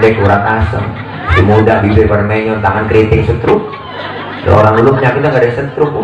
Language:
Betawi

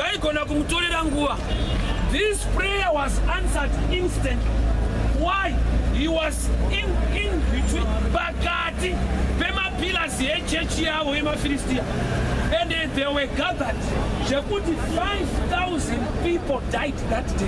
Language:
Shona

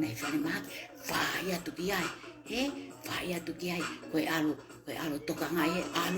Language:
Tongan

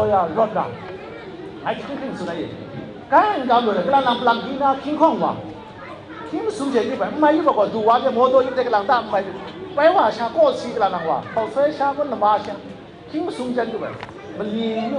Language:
Kachin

